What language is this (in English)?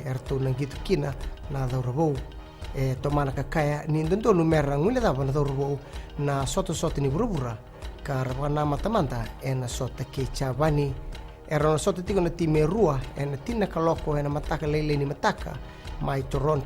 Fijian